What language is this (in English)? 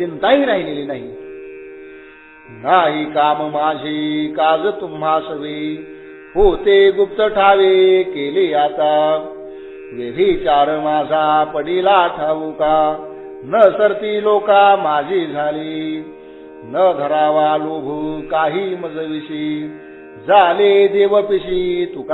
Marathi